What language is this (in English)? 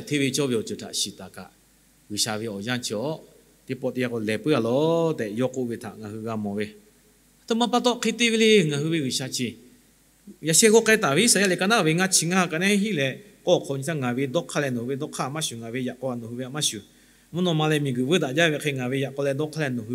Lahu